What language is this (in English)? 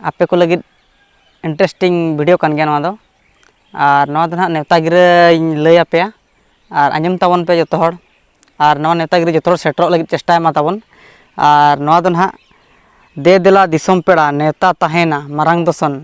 Santali